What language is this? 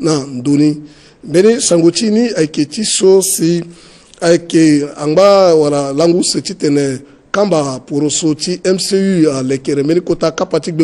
Sango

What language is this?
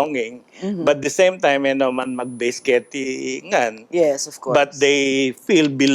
Pampanga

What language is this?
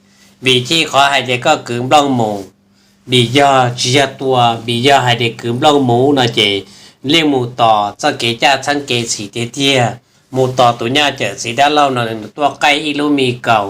Hmong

